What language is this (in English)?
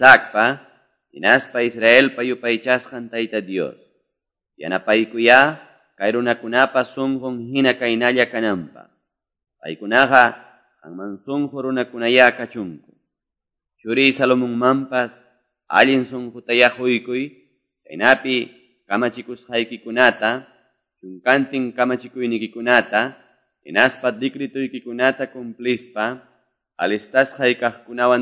Quechua